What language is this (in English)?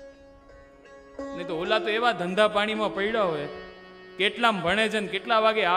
Gujarati